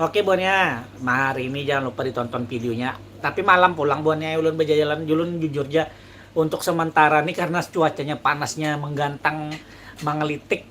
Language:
Banjar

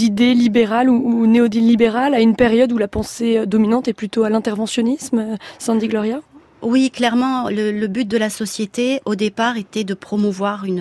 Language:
French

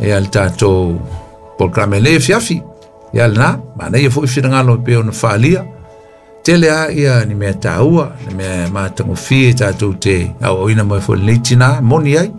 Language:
Samoan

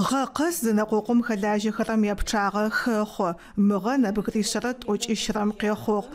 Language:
Adyghe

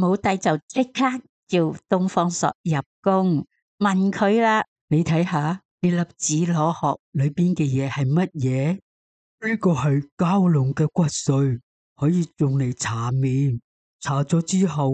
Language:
Cantonese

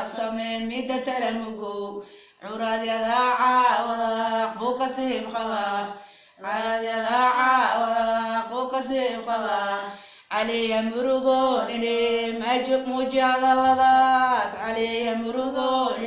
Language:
Somali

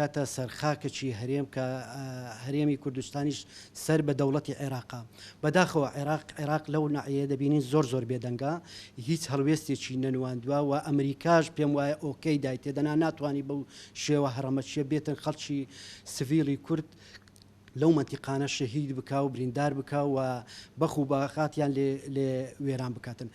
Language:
Central Kurdish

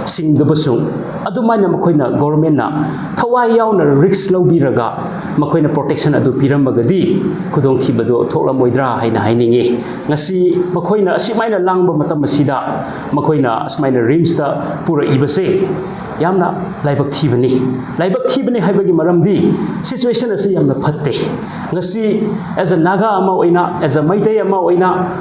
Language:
Manipuri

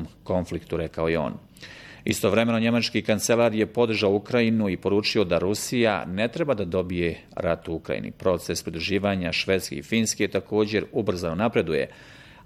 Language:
Bosnian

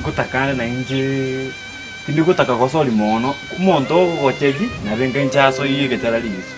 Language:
Gusii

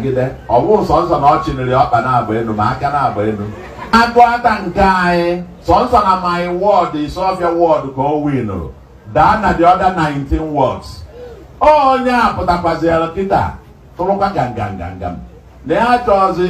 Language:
Igbo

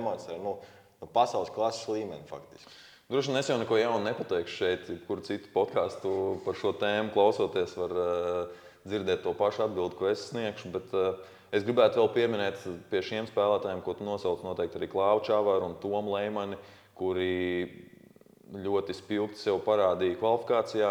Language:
Latvian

